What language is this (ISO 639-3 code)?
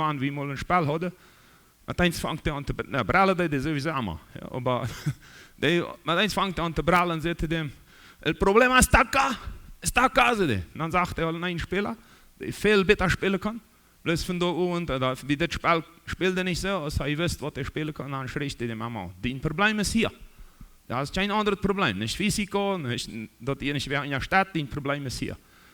pdt